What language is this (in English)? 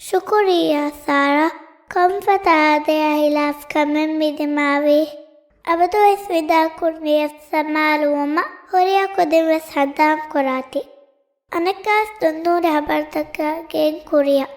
Divehi